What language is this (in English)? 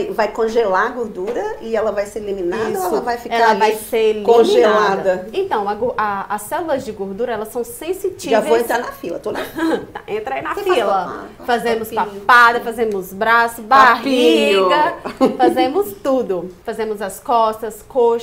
Portuguese